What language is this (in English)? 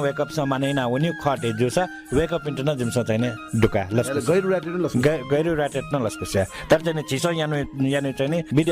Newari